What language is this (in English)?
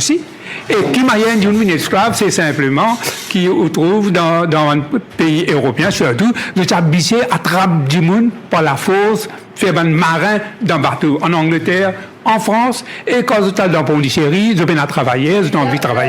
Morisyen